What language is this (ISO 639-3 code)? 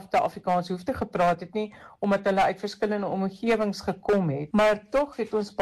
afr